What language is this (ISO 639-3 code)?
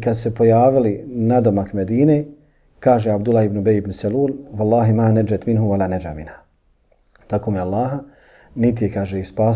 bos